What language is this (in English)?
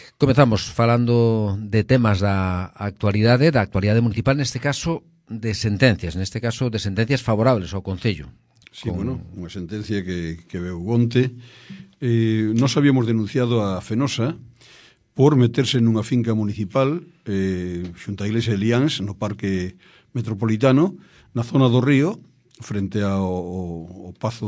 Galician